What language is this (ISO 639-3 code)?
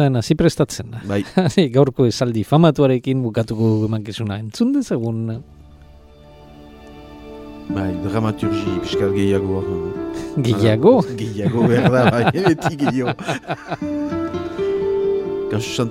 eus